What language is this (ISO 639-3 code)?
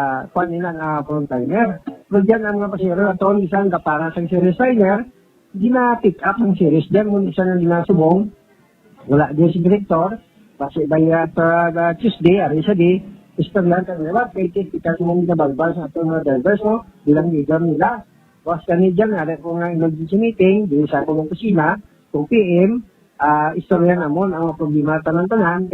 hil